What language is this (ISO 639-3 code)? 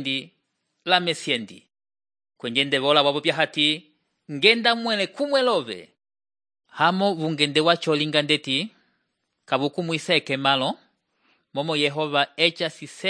umb